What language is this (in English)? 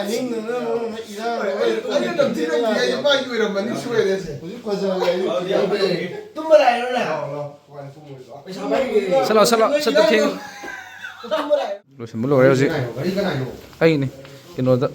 Manipuri